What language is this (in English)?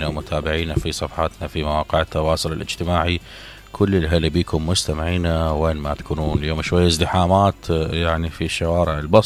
Mesopotamian Arabic